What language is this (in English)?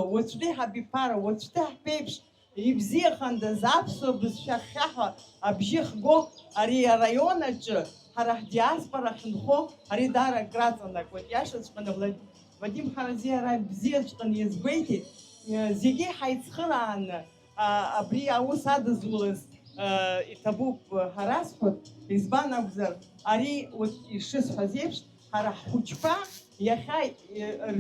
Abkhazian